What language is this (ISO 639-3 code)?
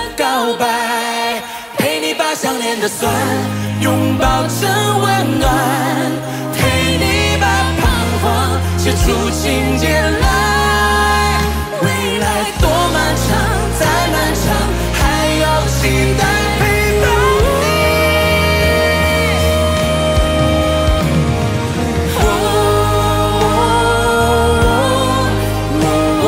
zho